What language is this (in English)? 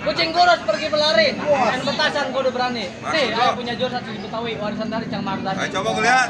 Betawi